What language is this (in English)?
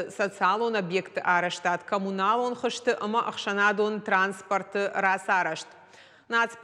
Ossetic